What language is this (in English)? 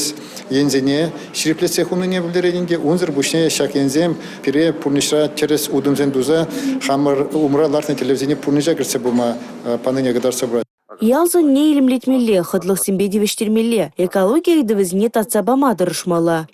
Chuvash